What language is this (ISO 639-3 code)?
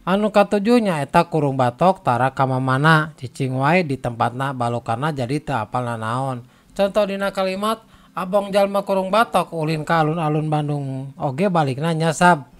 sun